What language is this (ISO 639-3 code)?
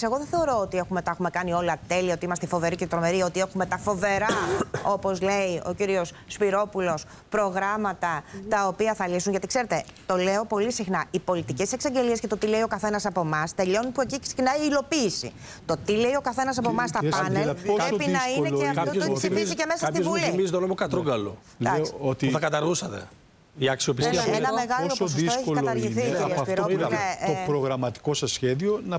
ell